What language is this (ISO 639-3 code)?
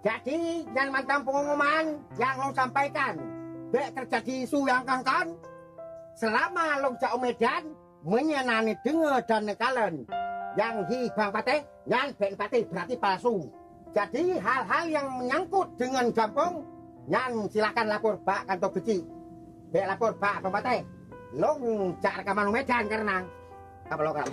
ace